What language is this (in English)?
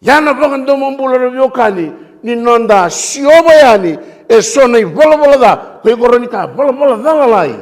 Fijian